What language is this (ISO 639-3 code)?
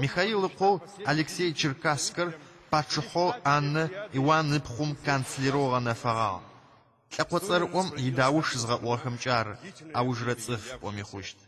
ady